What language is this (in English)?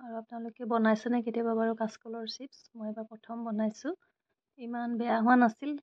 Assamese